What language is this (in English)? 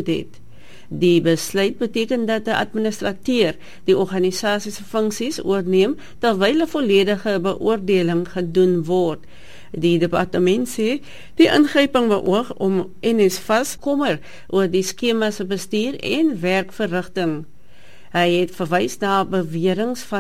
Afrikaans